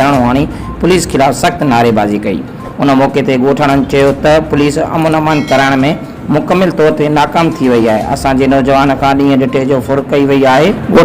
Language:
Sindhi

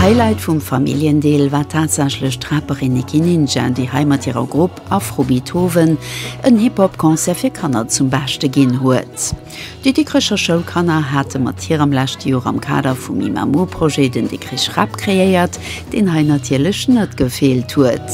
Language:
Luxembourgish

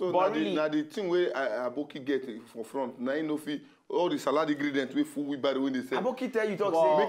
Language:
Nigerian Pidgin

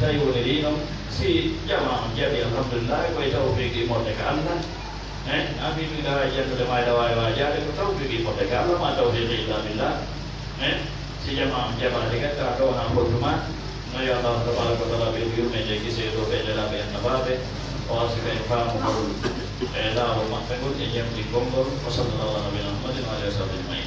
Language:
Fula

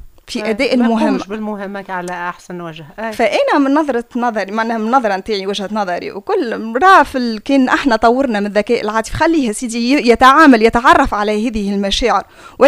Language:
Tunisian Arabic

